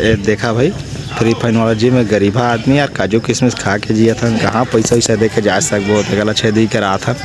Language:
Chhattisgarhi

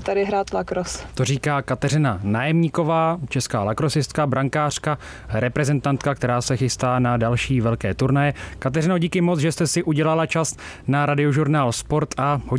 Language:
Czech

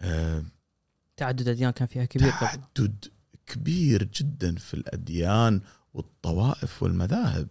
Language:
Gulf Arabic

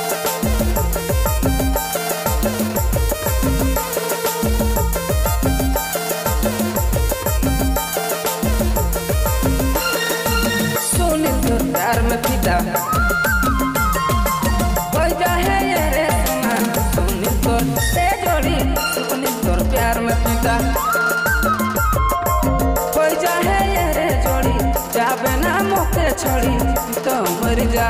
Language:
Sadri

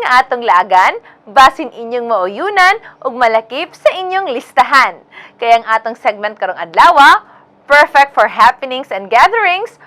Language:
Cebuano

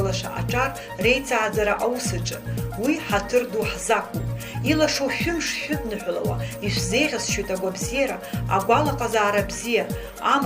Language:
Abkhazian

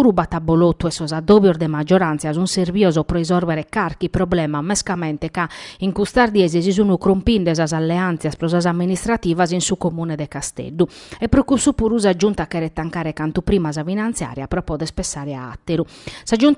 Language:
Sardinian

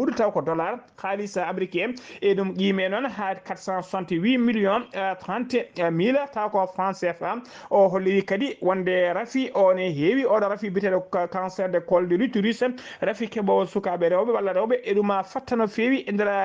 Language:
Fula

